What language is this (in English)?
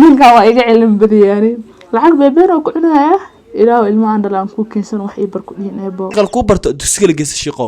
Somali